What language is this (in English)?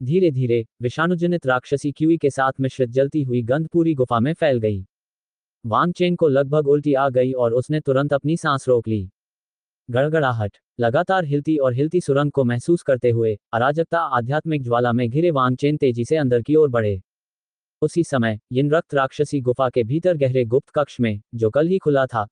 Hindi